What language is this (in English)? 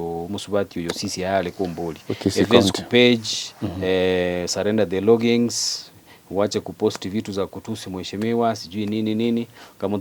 Gusii